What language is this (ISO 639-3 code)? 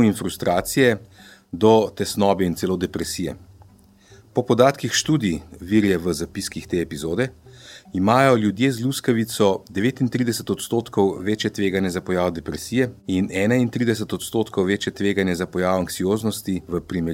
slv